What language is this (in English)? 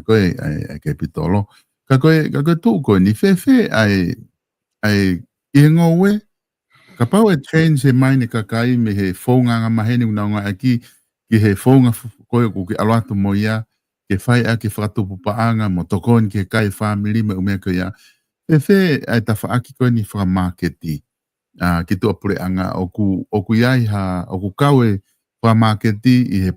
Tongan